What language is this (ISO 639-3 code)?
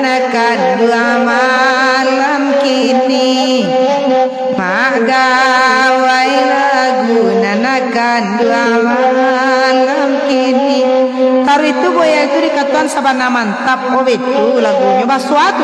min